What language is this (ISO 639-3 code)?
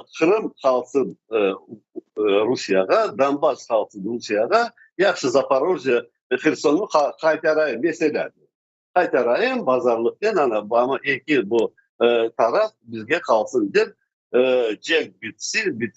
crh